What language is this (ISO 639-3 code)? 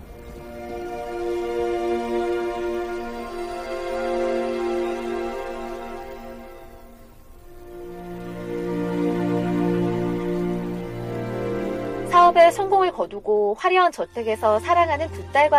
kor